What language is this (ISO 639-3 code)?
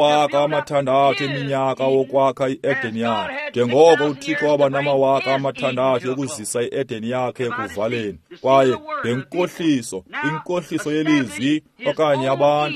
xho